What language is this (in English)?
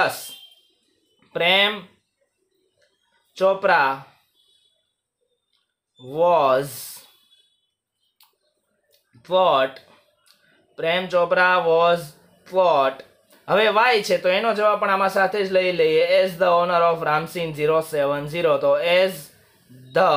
Gujarati